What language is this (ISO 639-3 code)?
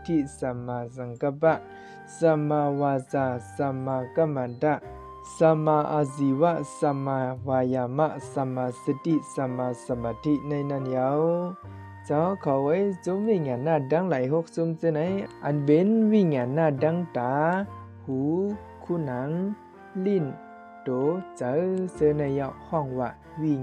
shn